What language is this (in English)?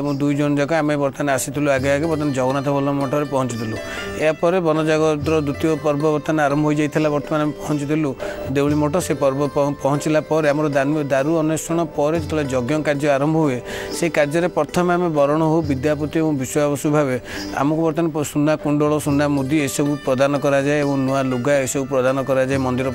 Odia